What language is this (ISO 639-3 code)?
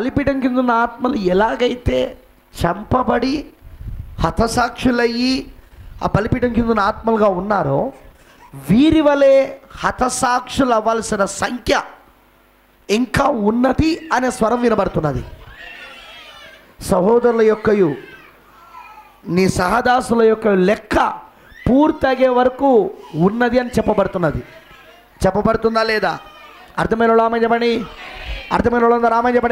tel